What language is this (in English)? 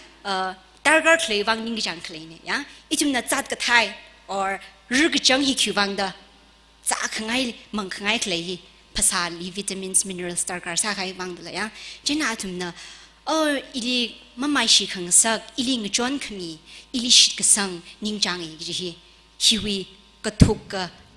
Tangkhul Naga (India)